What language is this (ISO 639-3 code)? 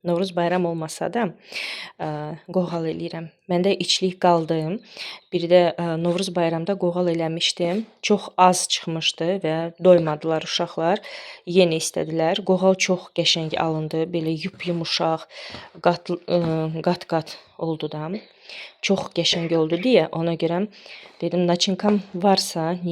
aze